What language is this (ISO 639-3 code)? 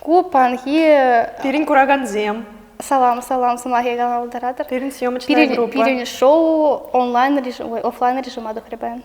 chv